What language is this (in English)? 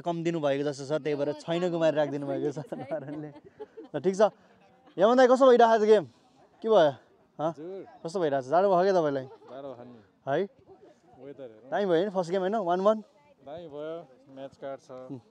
Nepali